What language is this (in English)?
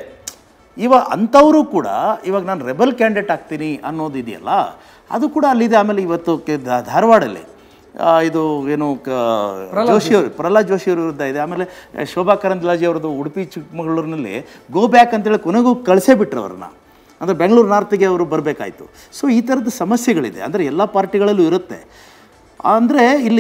Kannada